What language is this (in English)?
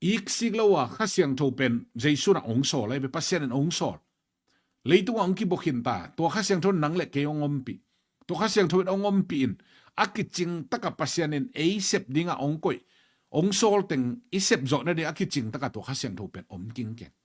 Tedim Chin